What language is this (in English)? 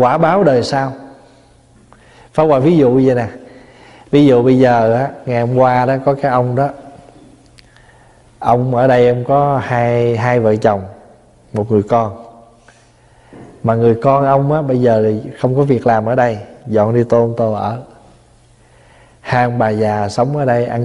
Vietnamese